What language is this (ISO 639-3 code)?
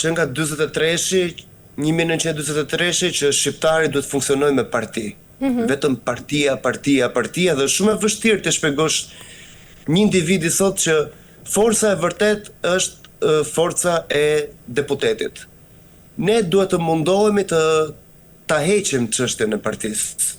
sqi